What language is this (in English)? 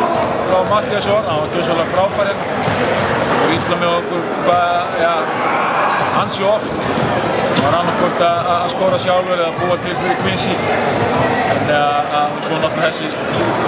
Icelandic